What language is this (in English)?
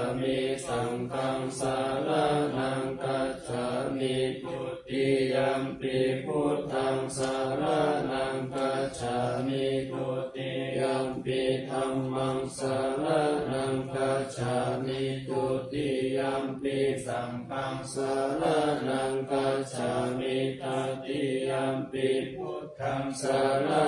Pali